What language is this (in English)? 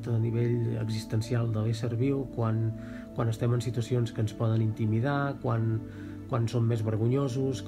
Catalan